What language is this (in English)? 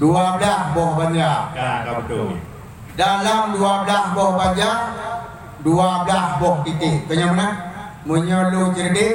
Achinese